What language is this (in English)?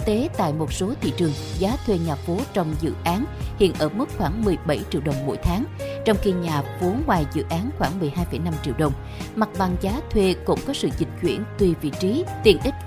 Vietnamese